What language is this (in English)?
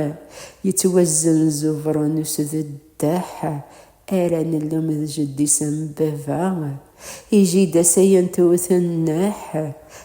Kabyle